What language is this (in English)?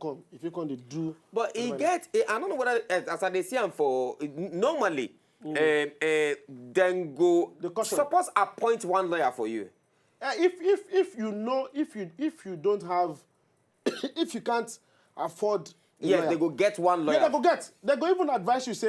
Nigerian Pidgin